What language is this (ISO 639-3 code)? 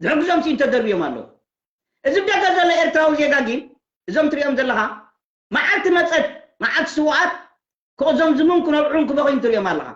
tir